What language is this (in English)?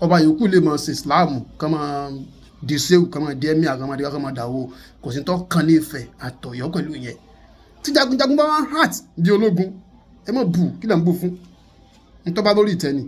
Yoruba